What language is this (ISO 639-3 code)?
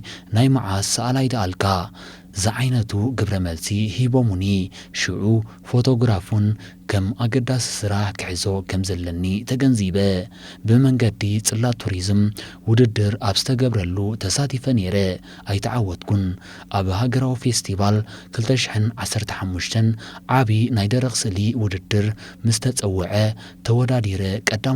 tir